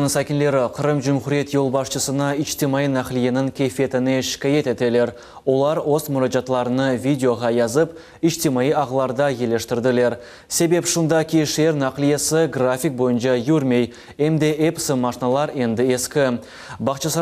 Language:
Crimean Tatar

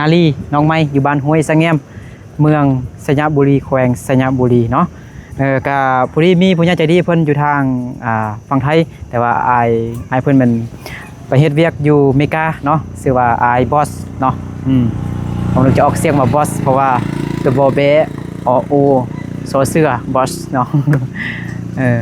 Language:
Lao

